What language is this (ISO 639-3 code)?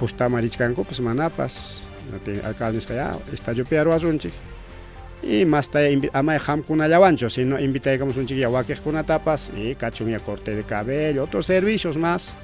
quy